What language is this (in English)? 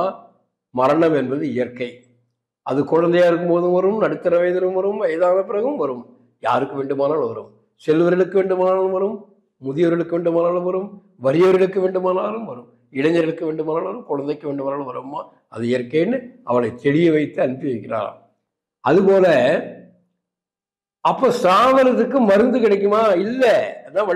Tamil